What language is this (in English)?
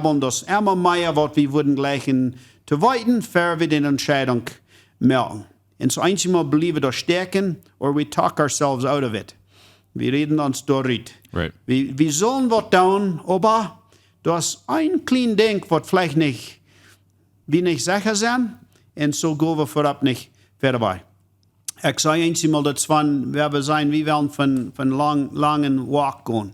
Plautdietsch